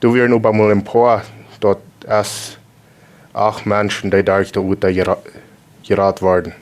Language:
Plautdietsch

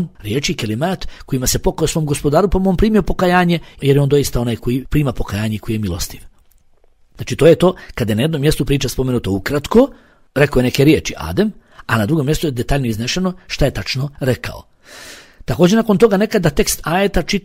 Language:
Bosnian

